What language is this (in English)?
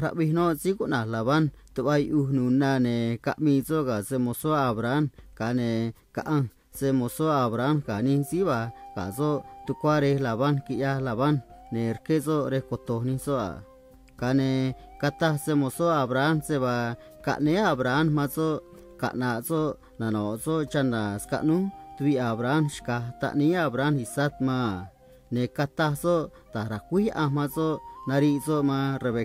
Copala Triqui